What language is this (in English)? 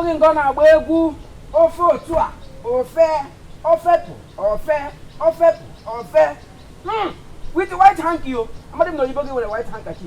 Igbo